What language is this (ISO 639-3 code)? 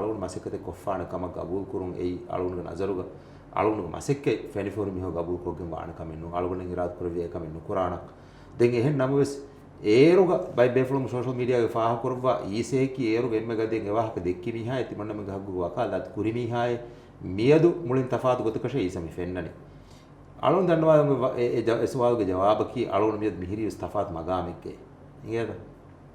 div